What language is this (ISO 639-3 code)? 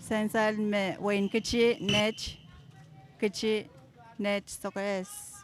pon